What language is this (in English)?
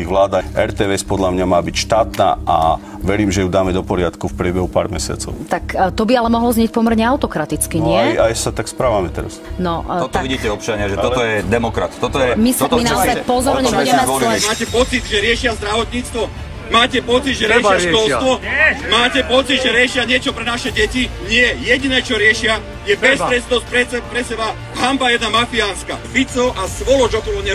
Slovak